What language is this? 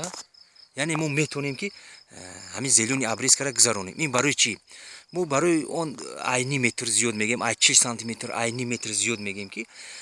Tajik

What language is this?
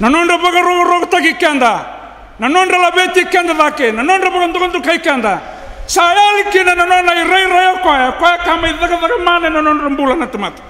Fijian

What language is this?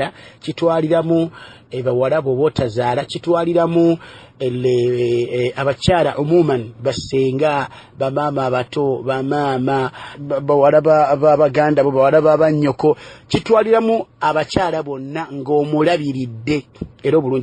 Ganda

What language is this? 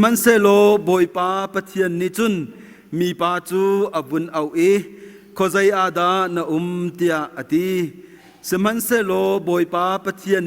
Hakha Chin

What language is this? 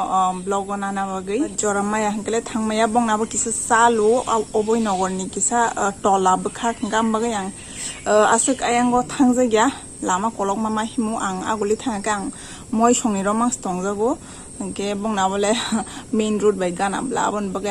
Kok Borok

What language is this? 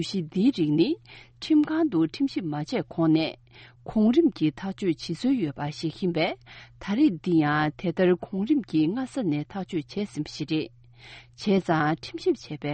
Tibetan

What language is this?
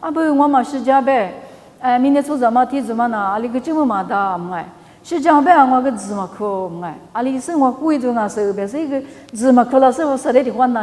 Lisu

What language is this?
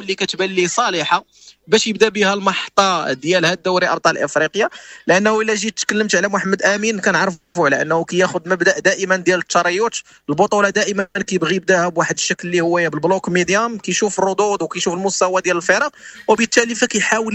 Moroccan Arabic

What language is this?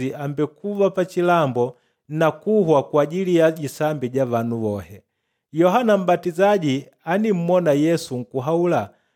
Makonde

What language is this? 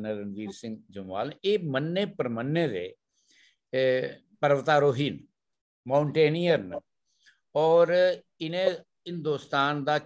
Dogri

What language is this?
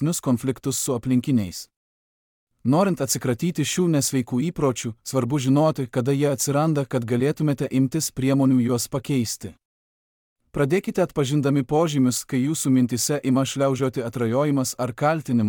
Lithuanian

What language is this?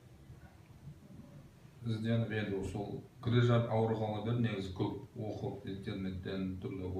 Kazakh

